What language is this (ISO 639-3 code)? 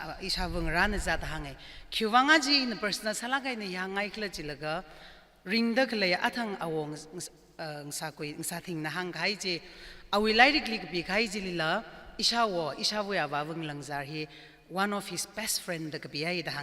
nmf